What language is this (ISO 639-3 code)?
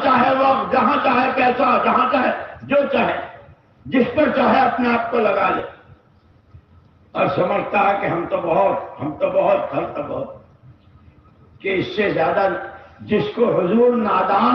urd